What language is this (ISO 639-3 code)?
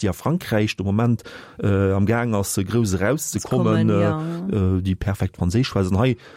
ltz